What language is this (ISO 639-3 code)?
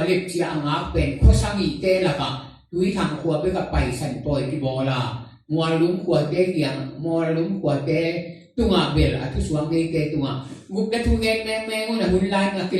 ctd